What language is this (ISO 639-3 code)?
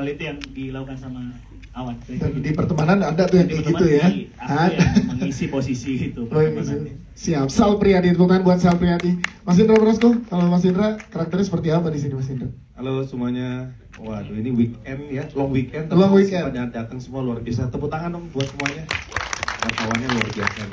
ind